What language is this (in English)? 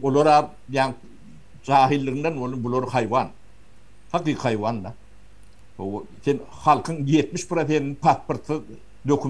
Turkmen